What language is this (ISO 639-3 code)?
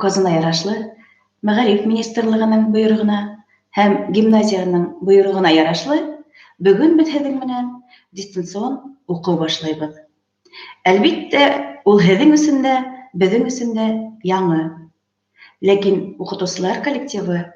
bak